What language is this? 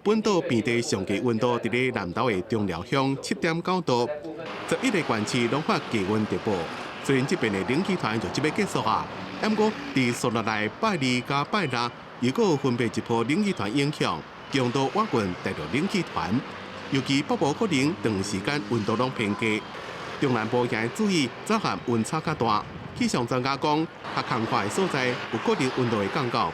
Min Nan Chinese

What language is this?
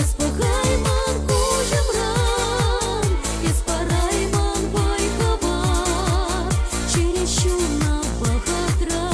Chuvash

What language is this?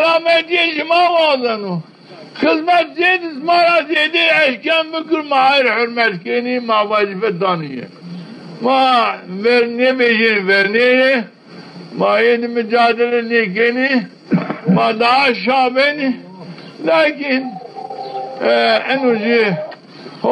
Zaza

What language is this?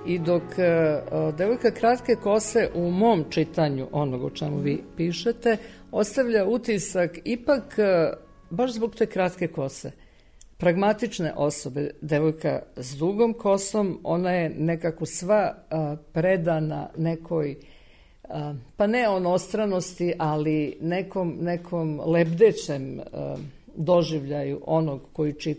Serbian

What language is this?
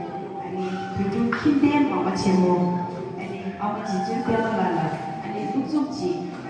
Tibetan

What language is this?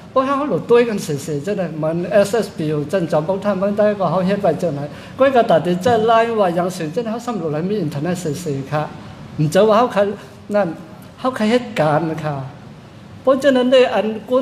Shan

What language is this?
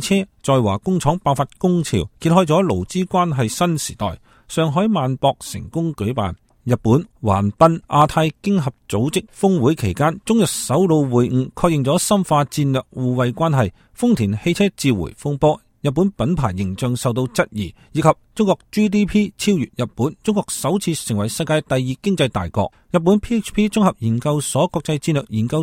Cantonese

